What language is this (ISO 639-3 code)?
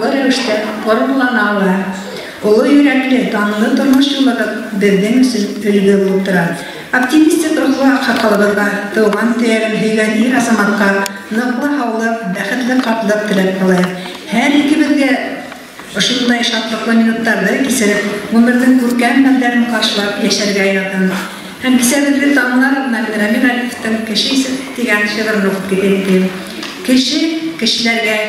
bak